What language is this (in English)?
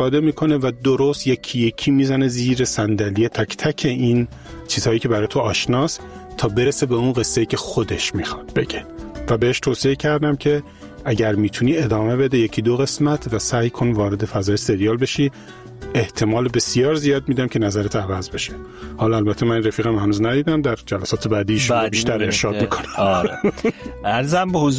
Persian